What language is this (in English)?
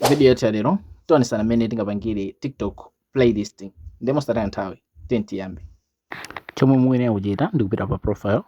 Nyanja